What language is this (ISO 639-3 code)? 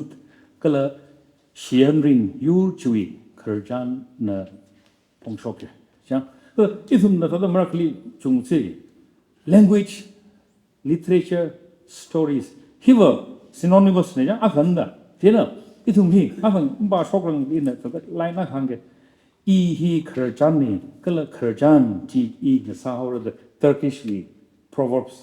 nmf